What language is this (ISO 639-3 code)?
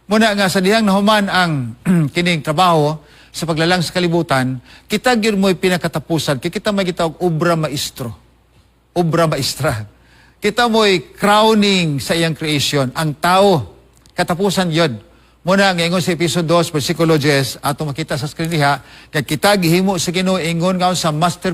ceb